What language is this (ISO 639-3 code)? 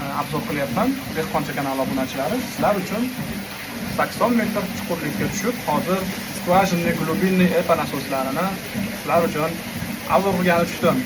uzb